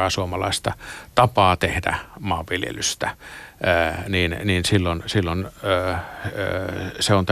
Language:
Finnish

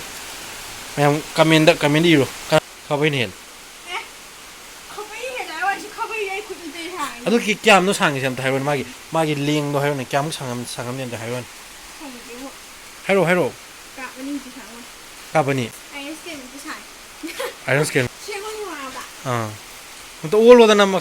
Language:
Manipuri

